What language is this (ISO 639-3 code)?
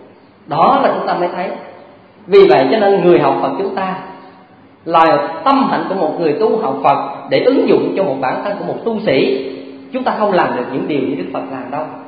vie